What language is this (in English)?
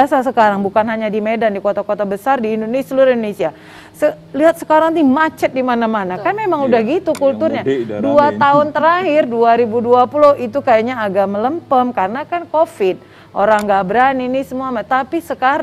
Indonesian